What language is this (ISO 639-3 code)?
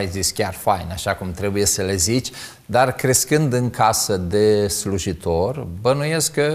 ron